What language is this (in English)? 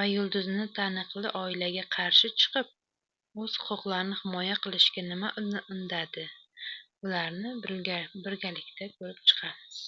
Uzbek